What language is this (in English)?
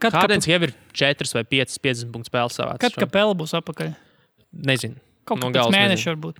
Latvian